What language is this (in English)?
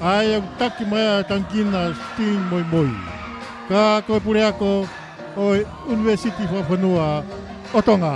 Tongan